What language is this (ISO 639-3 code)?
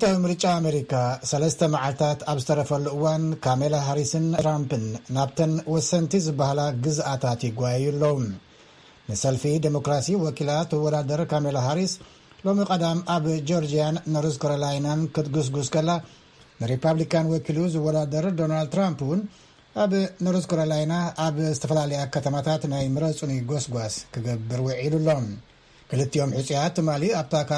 tir